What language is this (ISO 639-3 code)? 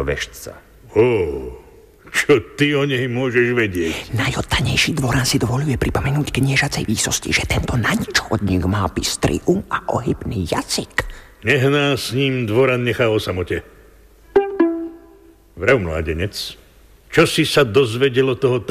slk